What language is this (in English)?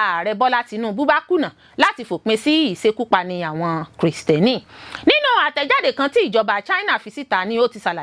Yoruba